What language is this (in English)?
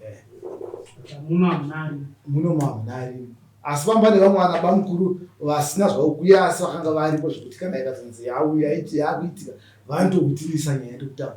Shona